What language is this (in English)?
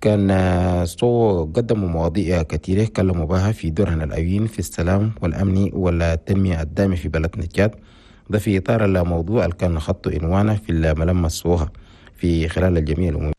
Chadian Arabic